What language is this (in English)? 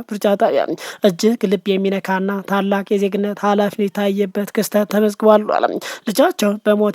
Amharic